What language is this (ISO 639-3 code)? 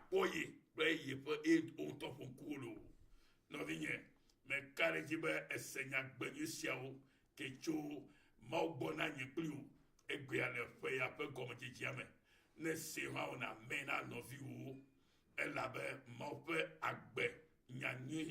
ewe